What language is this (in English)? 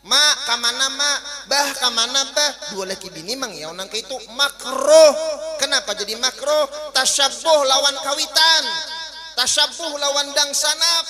Banjar